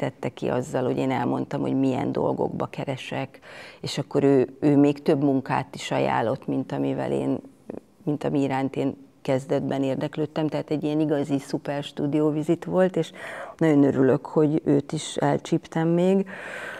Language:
Hungarian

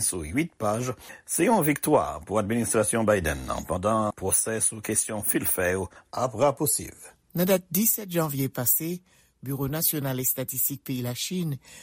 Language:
Haitian Creole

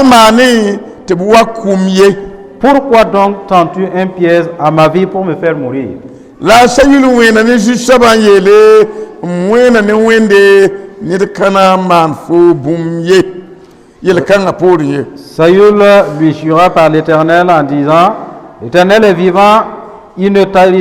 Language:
Mossi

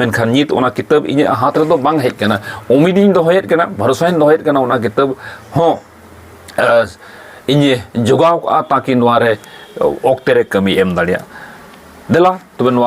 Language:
Santali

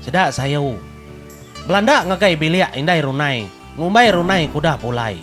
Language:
Iban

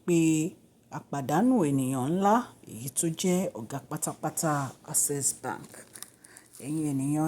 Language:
Yoruba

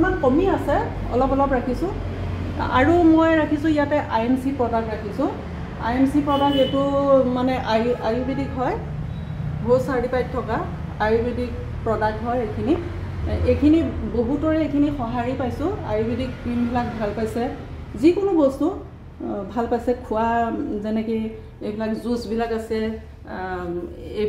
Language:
Assamese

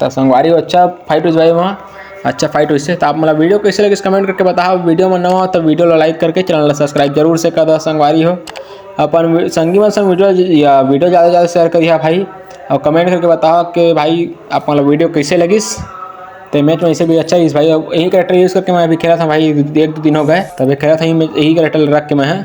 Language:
Chhattisgarhi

